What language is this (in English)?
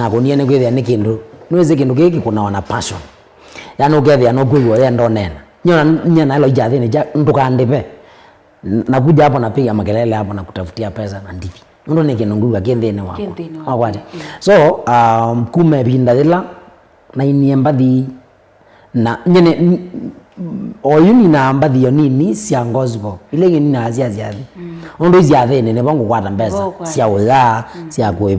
Kamba